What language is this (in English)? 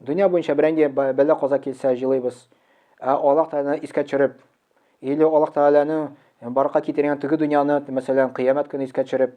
Tatar